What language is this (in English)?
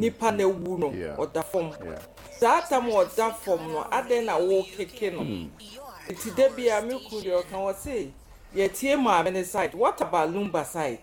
Akan